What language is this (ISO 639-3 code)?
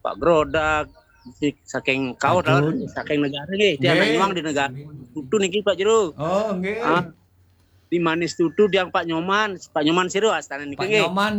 ban